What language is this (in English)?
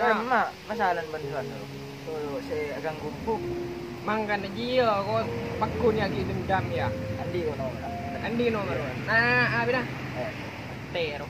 Madurese